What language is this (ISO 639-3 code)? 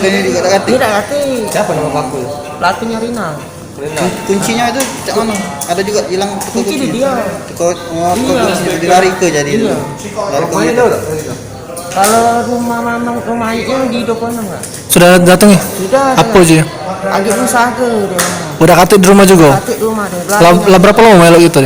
mui